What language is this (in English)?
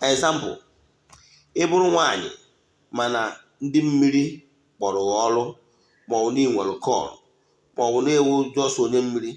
Igbo